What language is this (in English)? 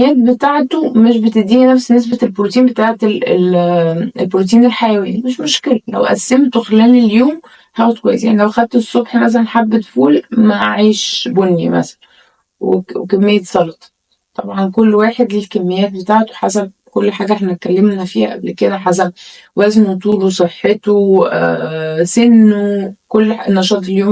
Egyptian Arabic